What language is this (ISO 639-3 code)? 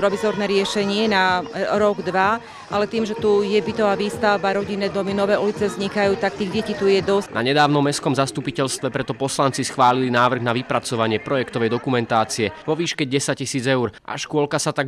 slk